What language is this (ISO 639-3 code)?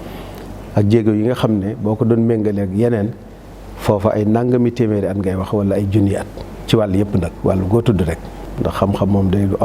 wol